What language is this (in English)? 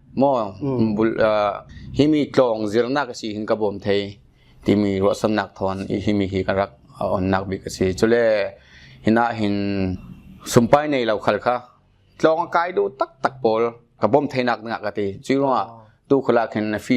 Falam Chin